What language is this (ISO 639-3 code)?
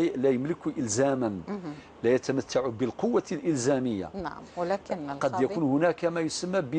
arq